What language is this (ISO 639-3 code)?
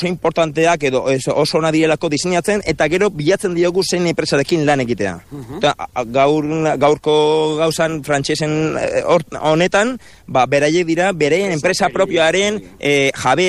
eus